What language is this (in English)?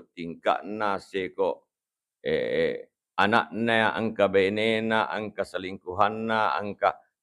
Buginese